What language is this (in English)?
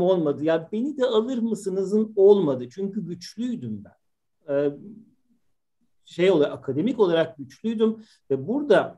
Turkish